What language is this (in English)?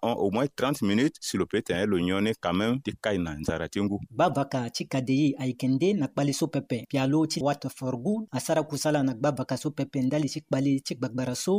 Sango